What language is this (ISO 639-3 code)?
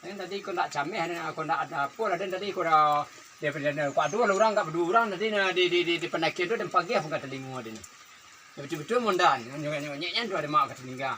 min